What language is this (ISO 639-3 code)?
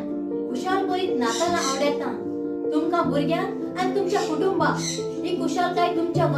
kok